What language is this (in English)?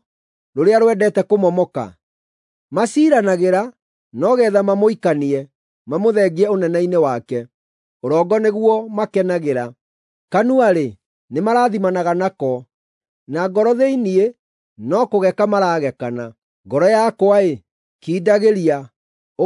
Kikuyu